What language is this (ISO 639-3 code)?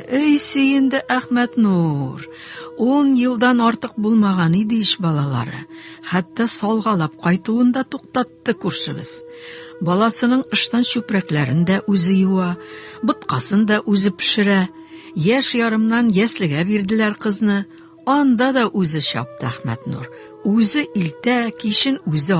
tat